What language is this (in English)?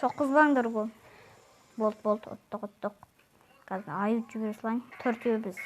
Kazakh